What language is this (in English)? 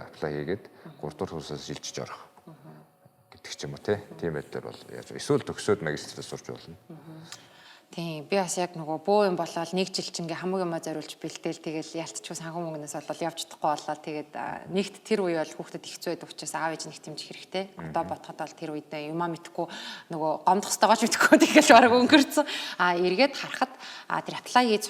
Mongolian